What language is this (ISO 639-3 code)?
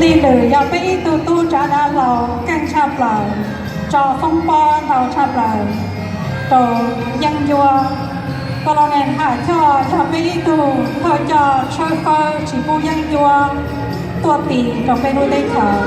hmn